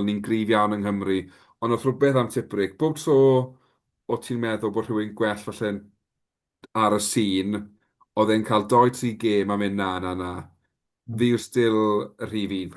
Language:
Welsh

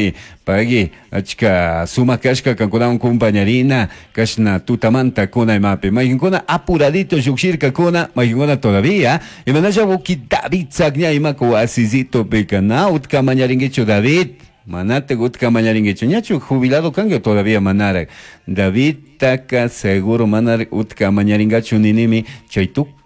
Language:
Chimborazo Highland Quichua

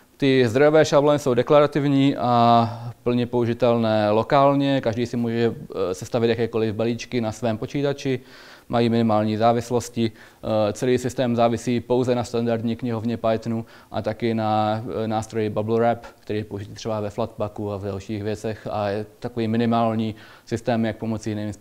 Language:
Czech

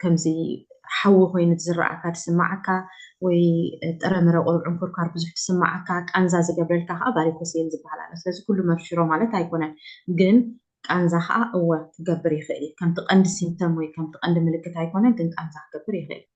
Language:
Tigrinya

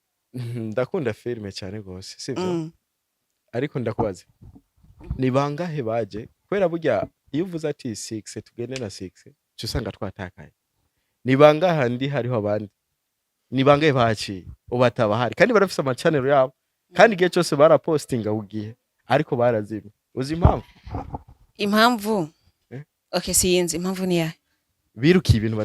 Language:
Rundi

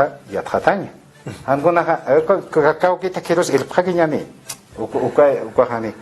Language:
Aymara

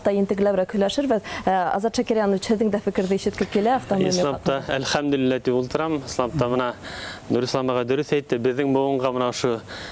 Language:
Bashkir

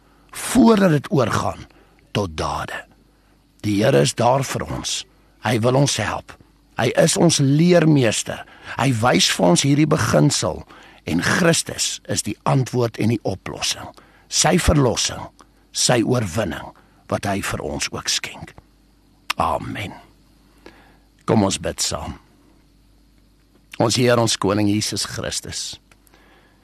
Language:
Afrikaans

